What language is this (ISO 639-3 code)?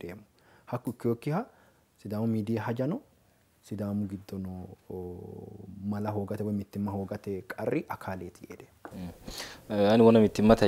sid